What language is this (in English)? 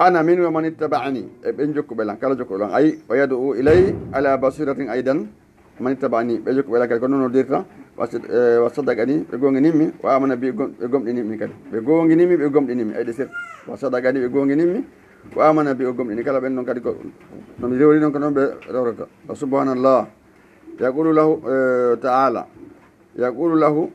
Fula